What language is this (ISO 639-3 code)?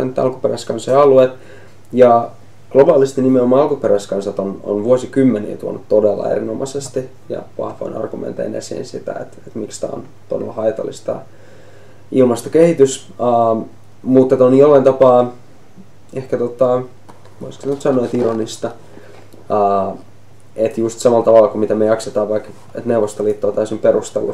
fin